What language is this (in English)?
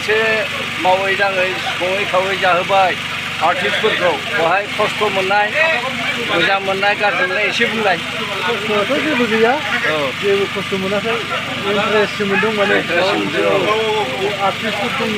Bodo